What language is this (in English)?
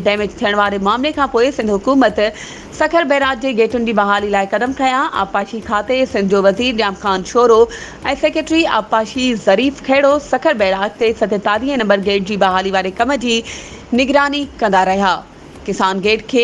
Sindhi